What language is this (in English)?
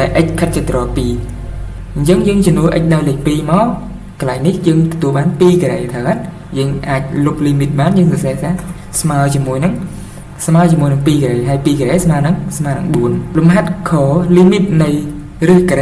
Khmer